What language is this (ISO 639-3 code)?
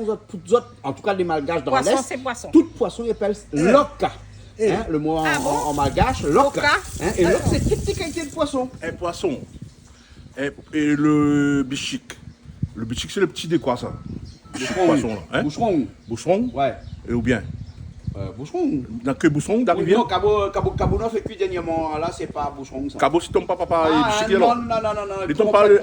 rcf